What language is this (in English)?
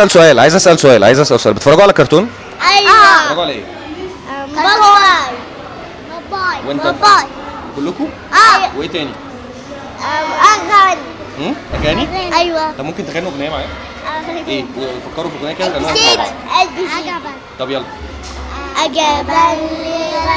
Egyptian Arabic